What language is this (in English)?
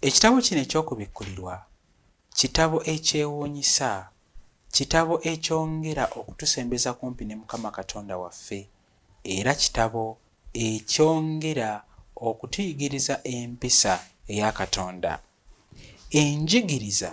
Ganda